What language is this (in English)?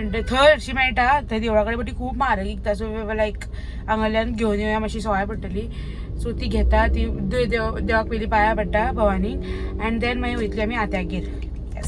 Konkani